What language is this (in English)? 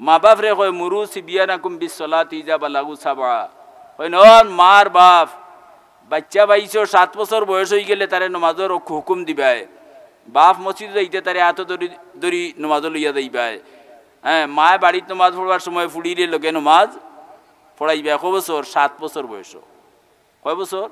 Sylheti